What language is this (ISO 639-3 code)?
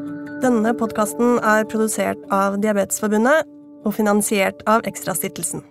nor